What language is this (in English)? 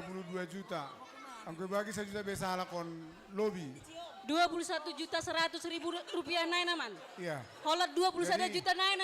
Batak Simalungun